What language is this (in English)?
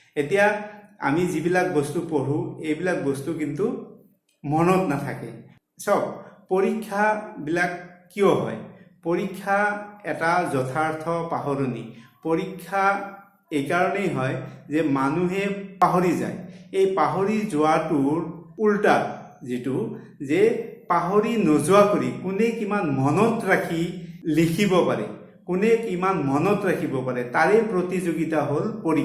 Assamese